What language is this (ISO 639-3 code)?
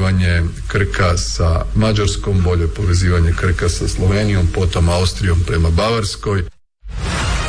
hrv